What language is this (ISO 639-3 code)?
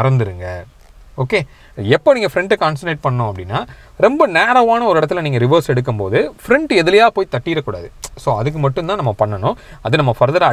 tam